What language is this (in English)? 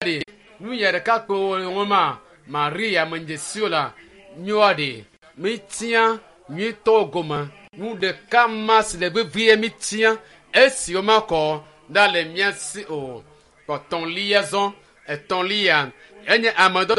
Ewe